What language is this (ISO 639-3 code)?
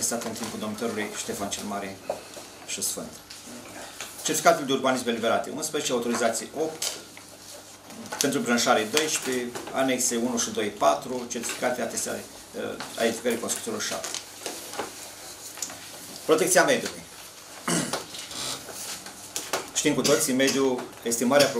ron